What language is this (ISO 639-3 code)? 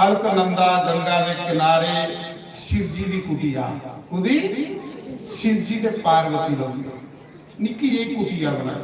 doi